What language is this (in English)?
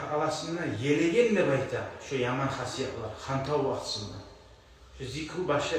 Kumyk